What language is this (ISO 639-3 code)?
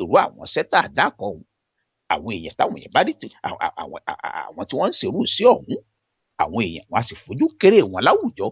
yor